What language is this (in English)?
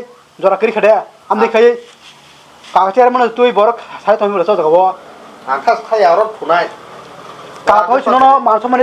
Kok Borok